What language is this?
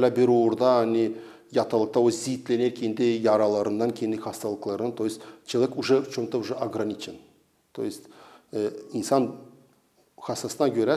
Gagauz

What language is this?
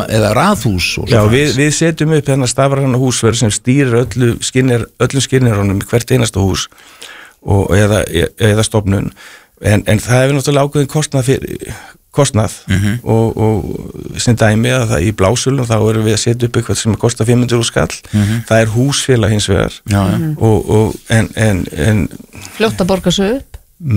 Icelandic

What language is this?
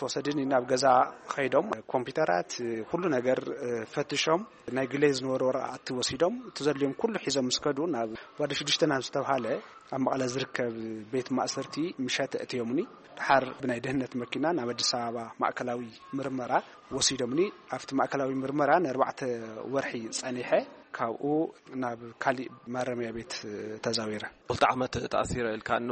Tigrinya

